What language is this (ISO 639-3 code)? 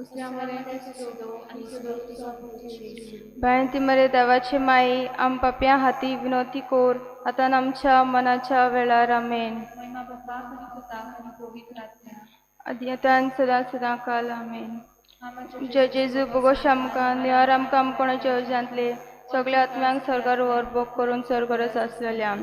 kok